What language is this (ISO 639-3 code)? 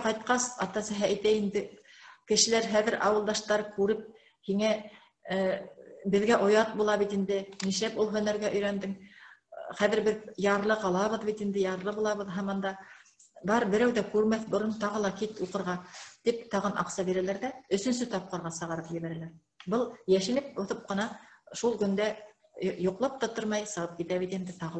bak